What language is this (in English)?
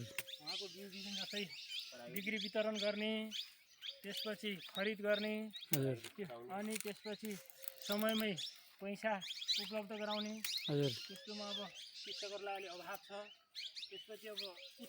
Nepali